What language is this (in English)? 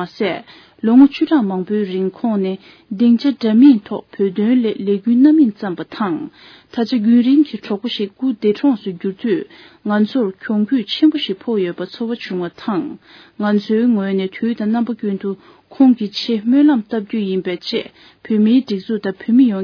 Tibetan